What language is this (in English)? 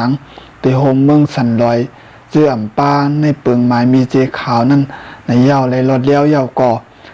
Shan